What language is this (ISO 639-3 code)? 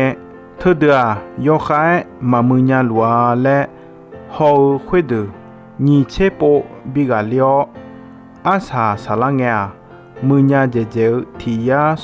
ahk